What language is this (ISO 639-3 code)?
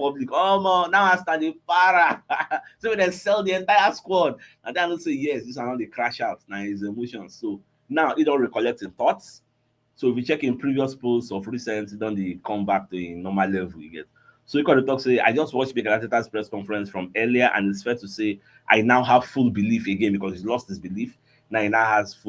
pcm